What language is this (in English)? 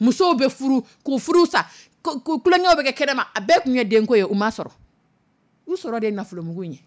Dyula